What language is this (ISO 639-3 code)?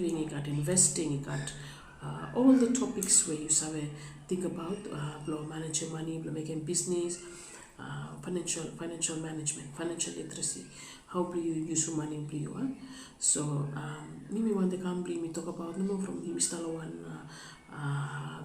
bis